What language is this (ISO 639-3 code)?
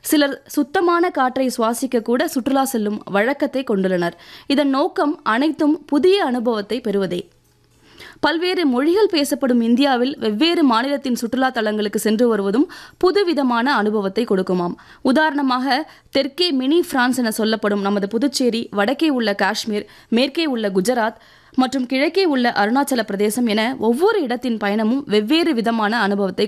tam